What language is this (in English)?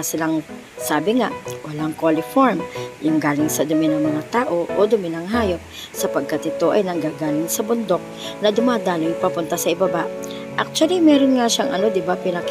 Filipino